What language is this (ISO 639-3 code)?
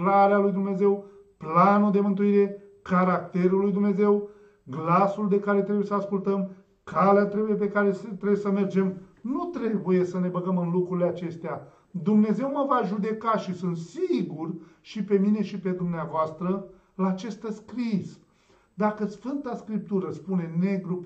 ron